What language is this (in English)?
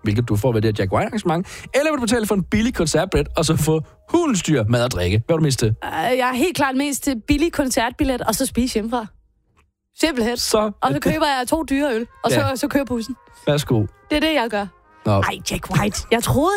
Danish